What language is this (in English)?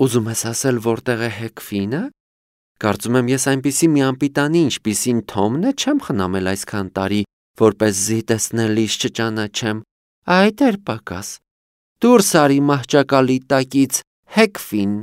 Armenian